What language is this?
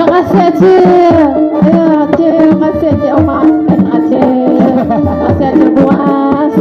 Banjar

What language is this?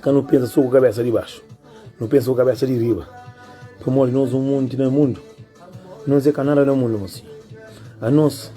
Kabuverdianu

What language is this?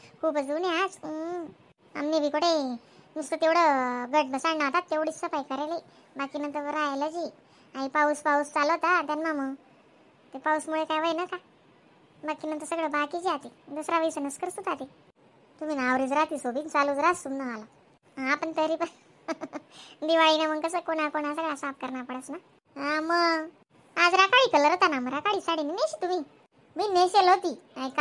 Khandesi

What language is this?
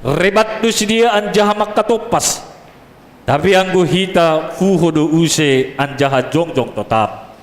Batak Simalungun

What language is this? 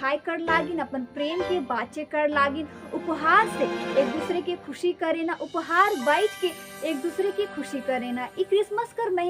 Sadri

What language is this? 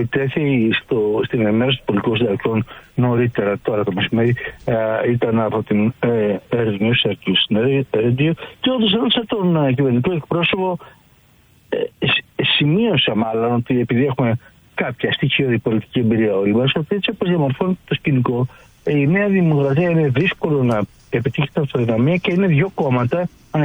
Greek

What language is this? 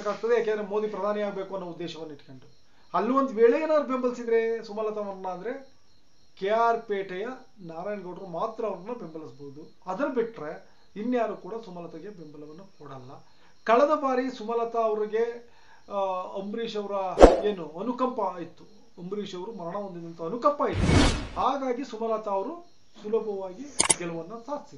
Kannada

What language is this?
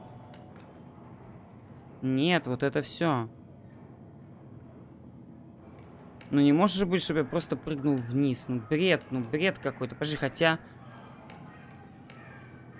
Russian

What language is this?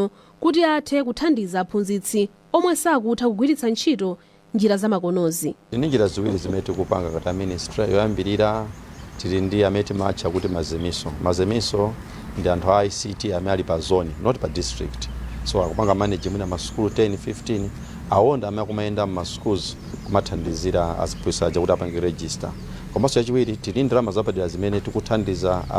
Nyanja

